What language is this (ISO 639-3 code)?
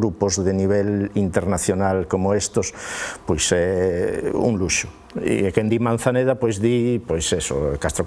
glg